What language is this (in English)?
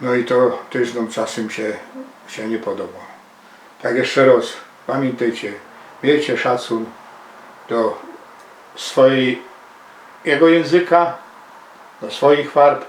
Silesian